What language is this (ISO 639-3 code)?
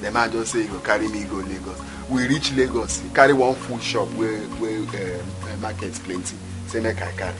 pcm